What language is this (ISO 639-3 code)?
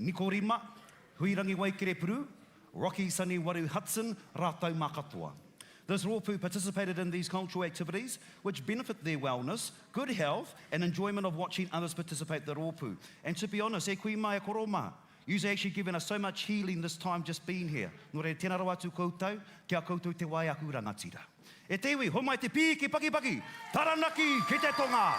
mri